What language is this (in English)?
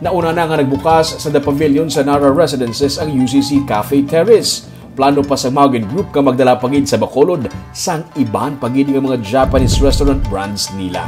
Hiligaynon